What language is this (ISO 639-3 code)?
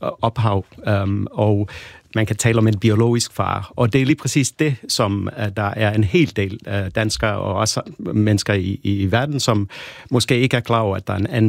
dan